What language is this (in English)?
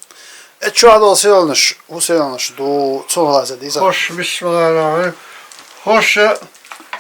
Chechen